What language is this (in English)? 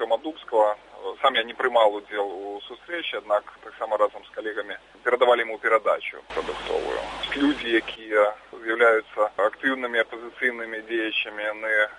Belarusian